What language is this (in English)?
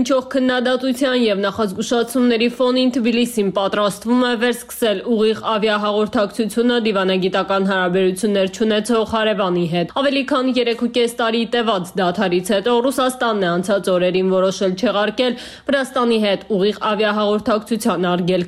Armenian